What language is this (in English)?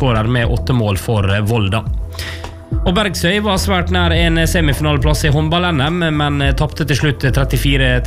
Norwegian